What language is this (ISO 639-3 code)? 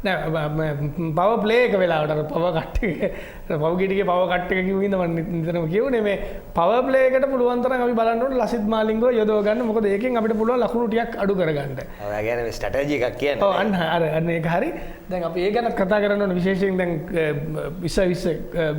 sin